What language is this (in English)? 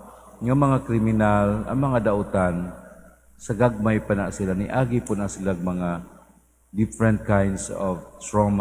Cebuano